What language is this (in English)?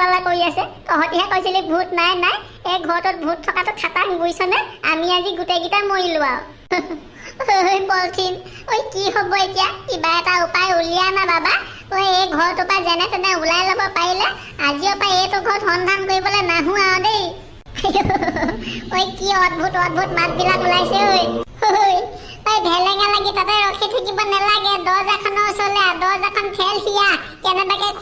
Assamese